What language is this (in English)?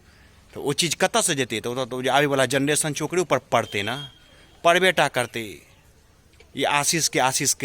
Maithili